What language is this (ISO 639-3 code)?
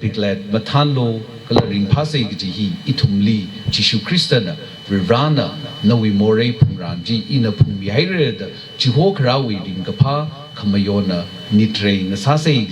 nmf